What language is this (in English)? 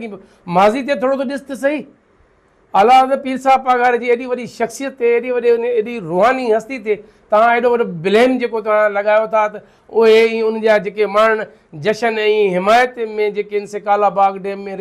Sindhi